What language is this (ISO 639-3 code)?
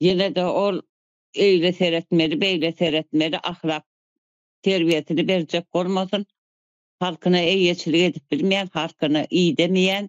tuk